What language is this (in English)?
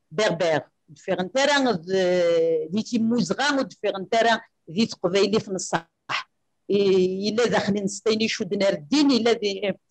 Kabyle